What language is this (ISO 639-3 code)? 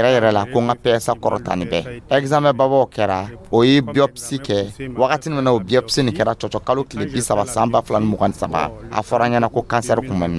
dyu